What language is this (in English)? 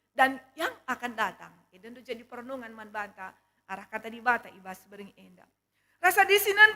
Batak Karo